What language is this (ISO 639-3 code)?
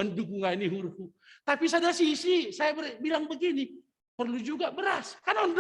bts